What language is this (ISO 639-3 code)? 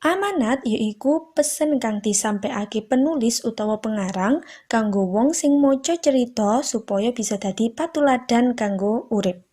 jav